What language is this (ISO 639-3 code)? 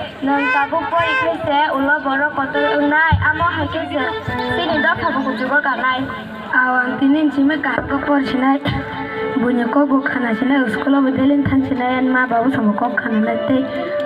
trp